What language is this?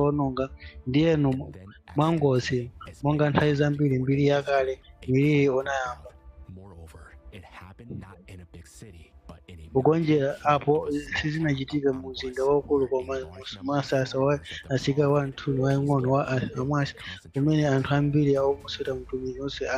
Nyanja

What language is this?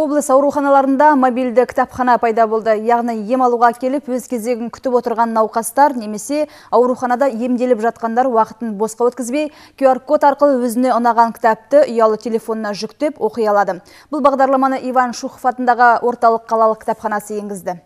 Kazakh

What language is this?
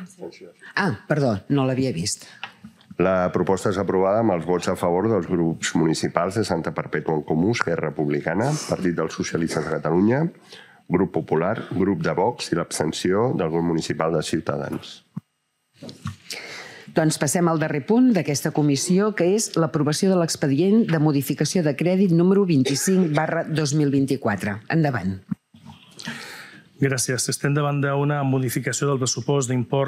Catalan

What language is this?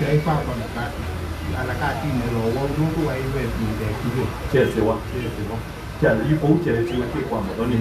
Kamba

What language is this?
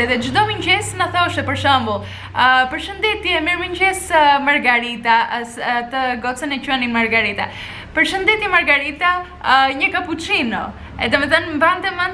Albanian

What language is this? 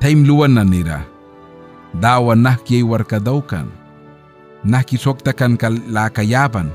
Mískito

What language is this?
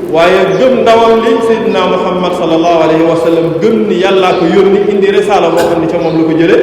Wolof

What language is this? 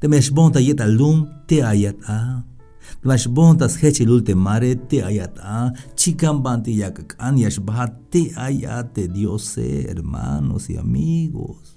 Tzeltal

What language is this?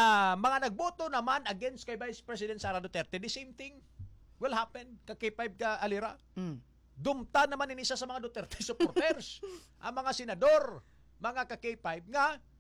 Hiligaynon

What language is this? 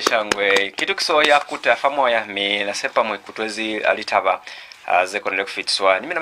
Lozi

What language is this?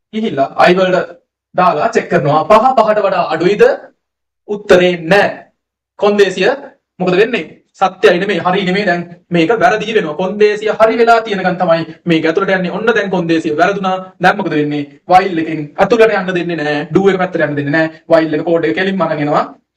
Sinhala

